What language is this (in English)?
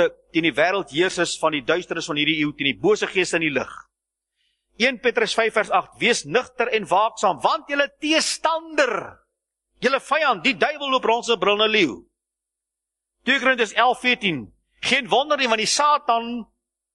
Afrikaans